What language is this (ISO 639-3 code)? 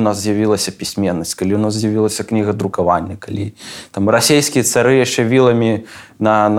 bel